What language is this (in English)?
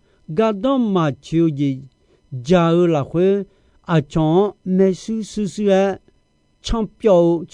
Akha